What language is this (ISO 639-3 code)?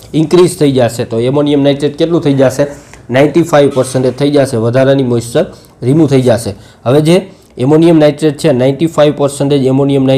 guj